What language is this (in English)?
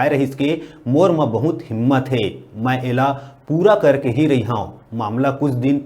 Chhattisgarhi